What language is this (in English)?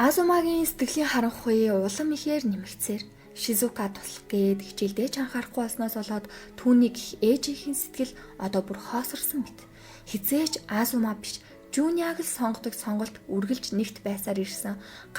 Mongolian